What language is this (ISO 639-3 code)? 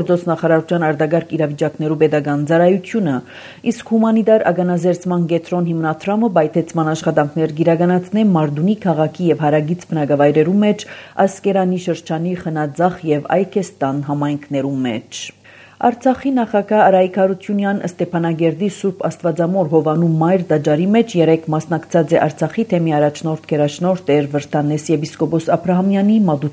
hye